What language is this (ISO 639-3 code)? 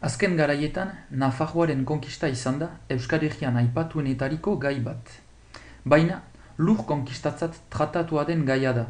eus